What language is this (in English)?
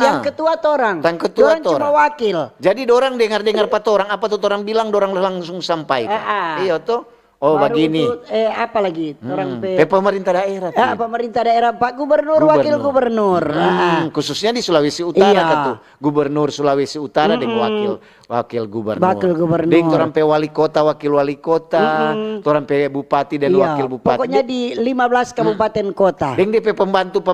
Manado Malay